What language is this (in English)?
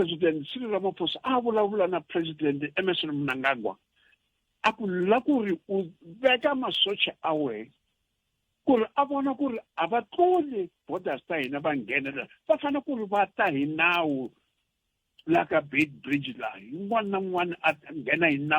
Tsonga